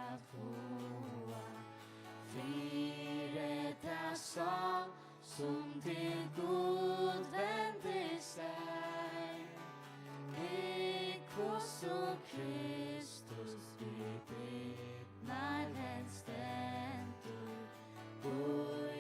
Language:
Faroese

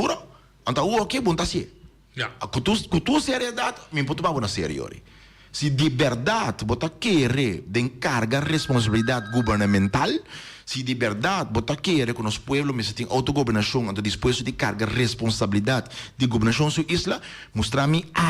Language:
Papiamento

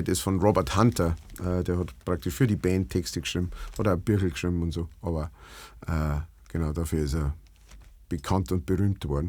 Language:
Bavarian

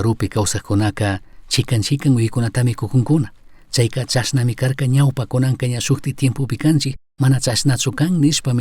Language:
Chimborazo Highland Quichua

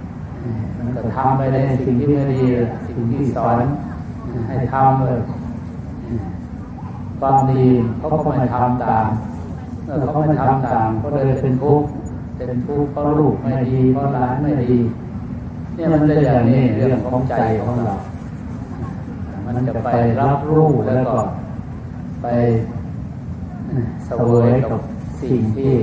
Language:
Thai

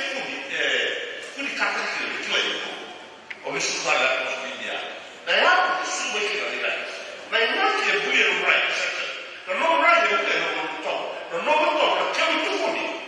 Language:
Fijian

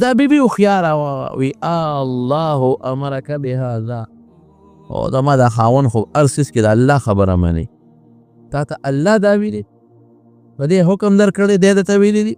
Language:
Pashto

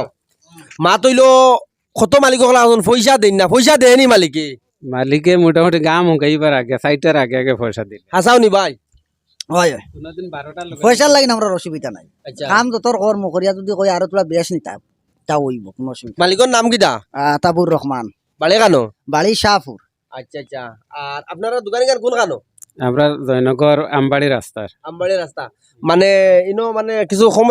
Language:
Sylheti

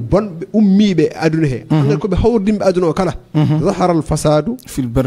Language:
Fula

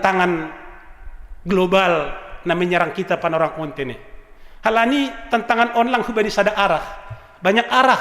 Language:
Batak Simalungun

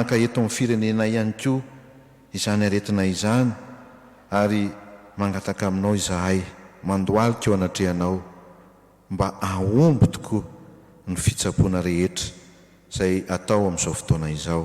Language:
Malagasy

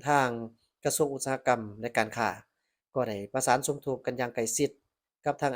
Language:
Lao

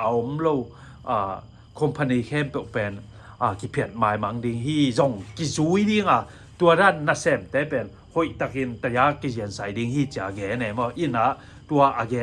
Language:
Tedim Chin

